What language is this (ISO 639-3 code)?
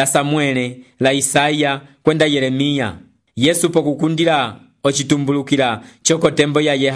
umb